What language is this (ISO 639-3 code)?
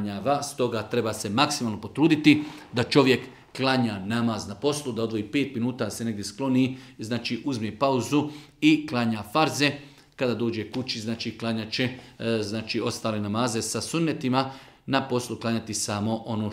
bos